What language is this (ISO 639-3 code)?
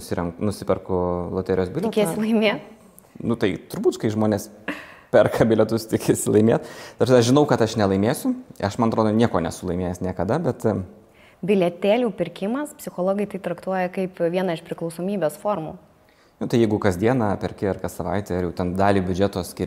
lit